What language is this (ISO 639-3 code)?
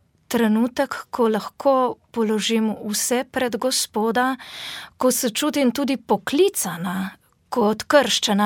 slv